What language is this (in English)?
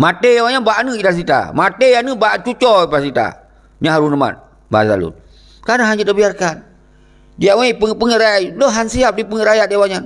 Achinese